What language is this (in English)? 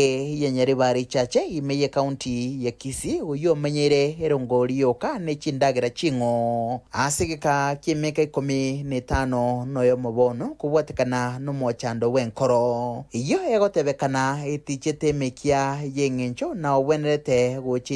Gusii